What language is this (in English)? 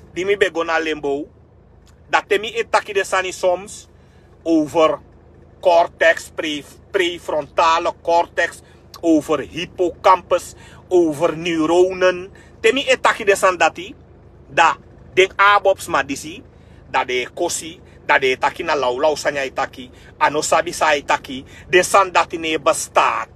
Sranan Tongo